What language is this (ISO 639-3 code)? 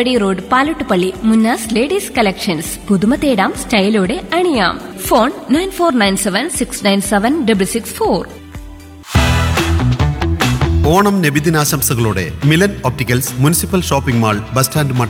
mal